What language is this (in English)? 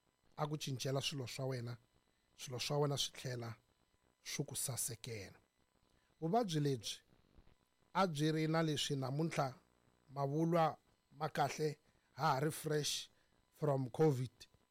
Tsonga